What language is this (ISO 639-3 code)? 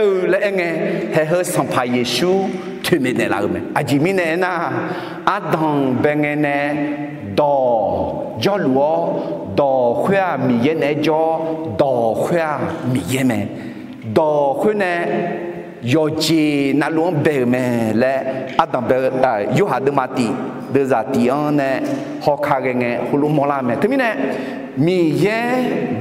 ahk